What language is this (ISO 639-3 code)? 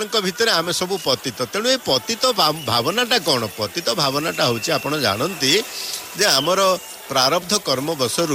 ori